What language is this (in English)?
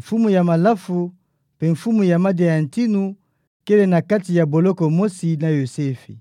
Kituba (Democratic Republic of Congo)